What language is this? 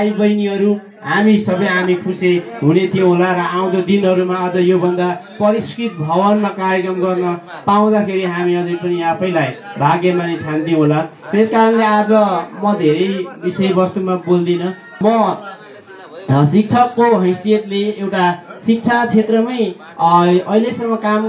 Nepali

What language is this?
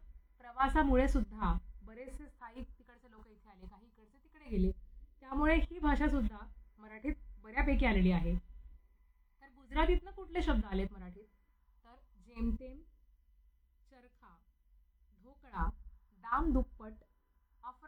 Marathi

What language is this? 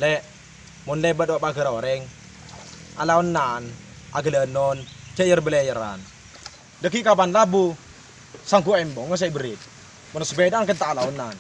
Madurese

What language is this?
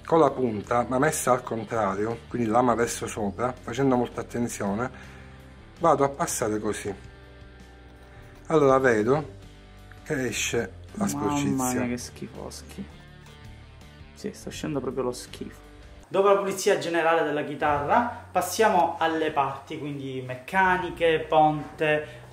Italian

